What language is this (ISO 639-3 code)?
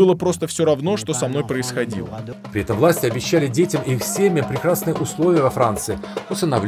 rus